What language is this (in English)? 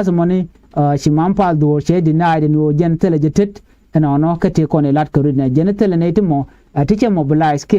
Nuer